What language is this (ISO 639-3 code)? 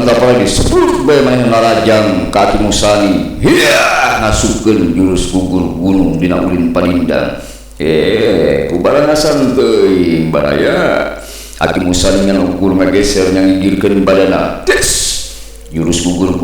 sun